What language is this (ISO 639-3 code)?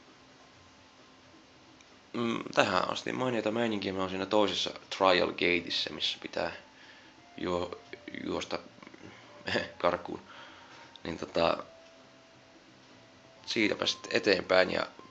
fin